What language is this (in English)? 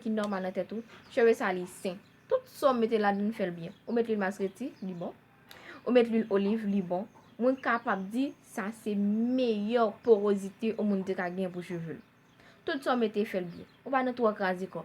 Haitian Creole